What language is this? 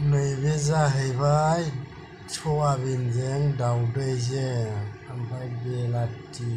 Bodo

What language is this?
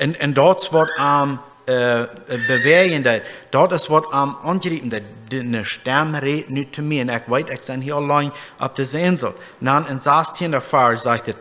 Plautdietsch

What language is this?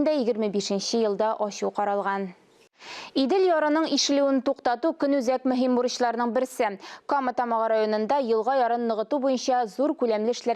Tatar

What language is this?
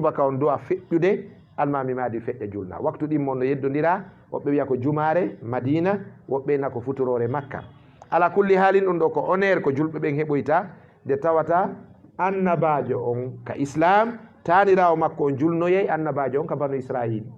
Fula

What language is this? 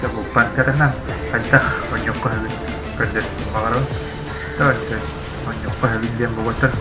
Yakut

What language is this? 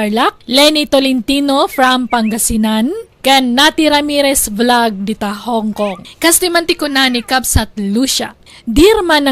Iloko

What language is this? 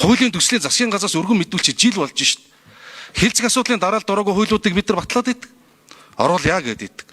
Mongolian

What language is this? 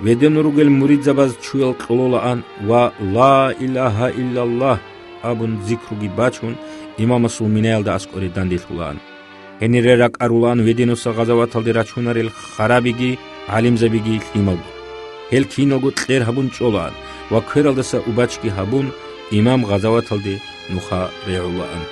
Avaric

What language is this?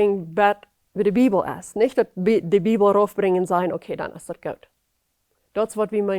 Plautdietsch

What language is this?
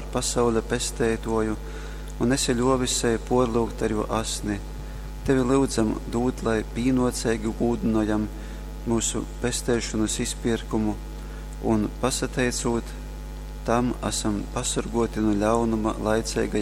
Latgalian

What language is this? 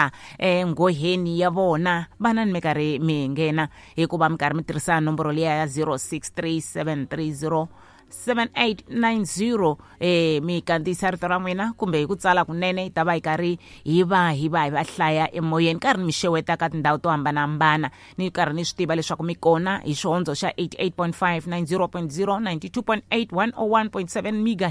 Tsonga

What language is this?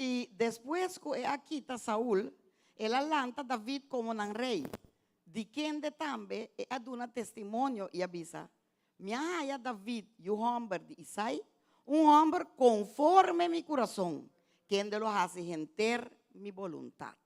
Papiamento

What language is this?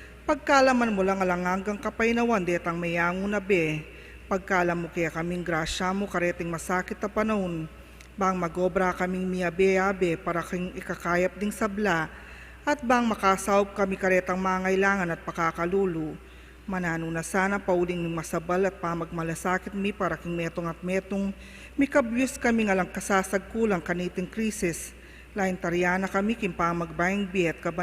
Pampanga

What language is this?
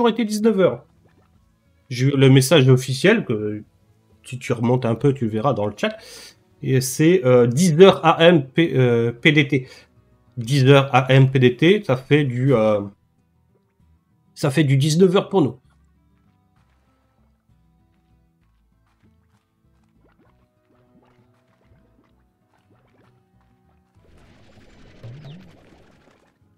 French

